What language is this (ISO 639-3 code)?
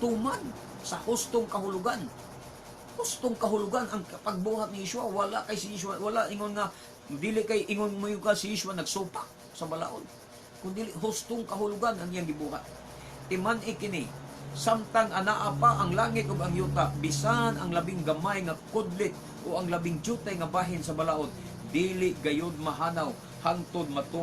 ceb